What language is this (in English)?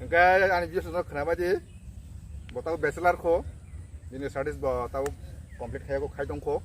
Kok Borok